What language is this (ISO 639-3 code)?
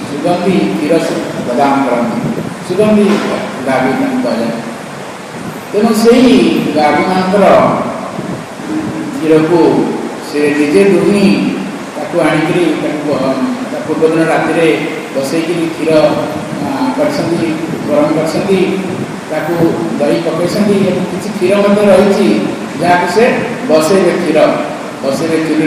ori